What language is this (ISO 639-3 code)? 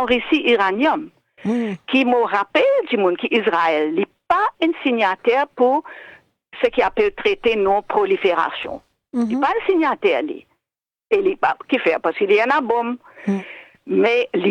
mfe